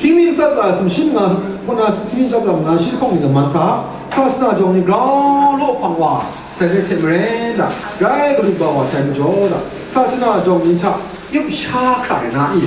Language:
Kachin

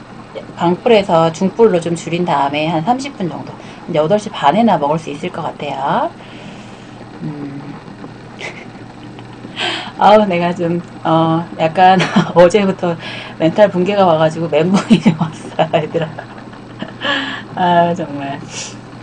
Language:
Korean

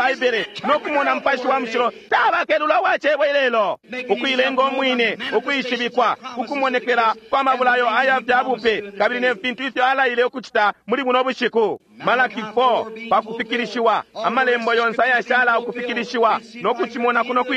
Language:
Bemba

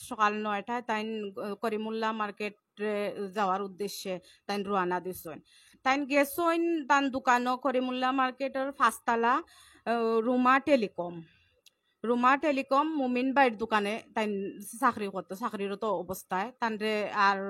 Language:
Sylheti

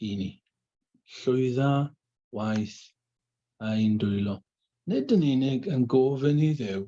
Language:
Welsh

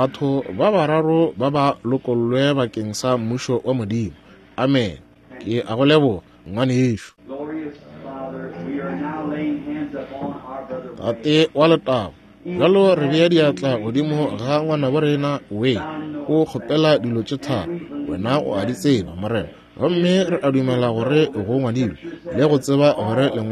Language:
Northern Sotho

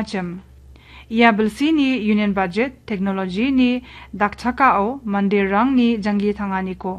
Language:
Garo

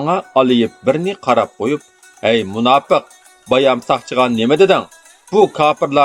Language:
Uyghur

